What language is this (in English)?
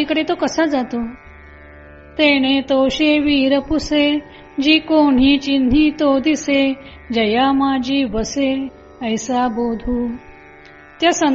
Marathi